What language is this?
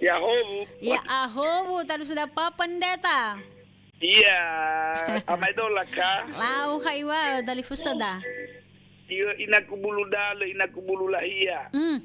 Nias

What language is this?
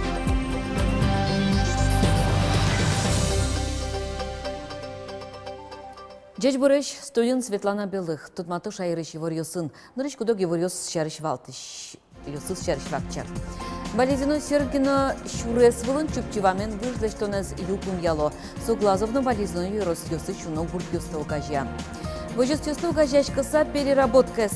Udmurt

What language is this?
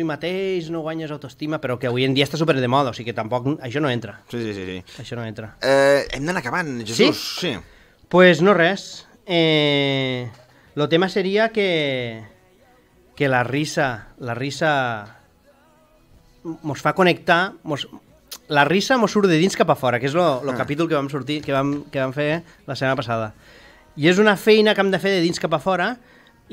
Catalan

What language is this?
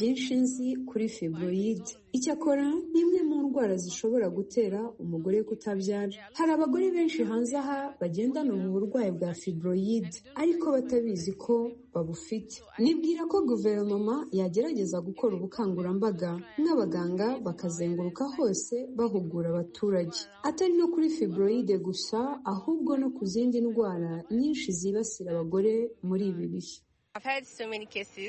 Kinyarwanda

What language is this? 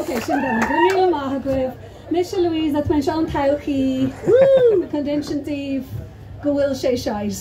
Irish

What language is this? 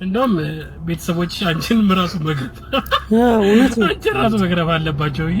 Amharic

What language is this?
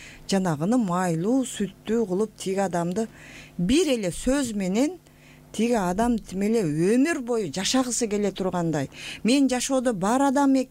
Kyrgyz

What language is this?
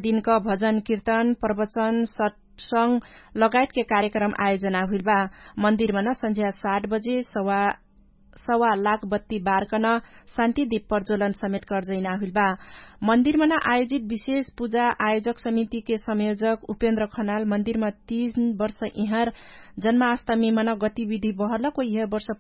Dangaura Tharu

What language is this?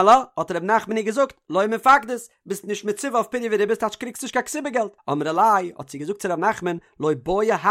Yiddish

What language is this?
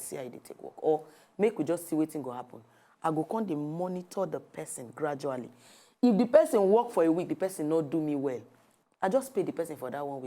Nigerian Pidgin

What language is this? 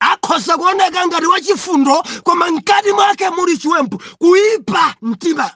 Nyanja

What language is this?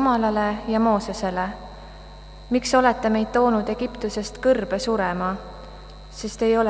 Estonian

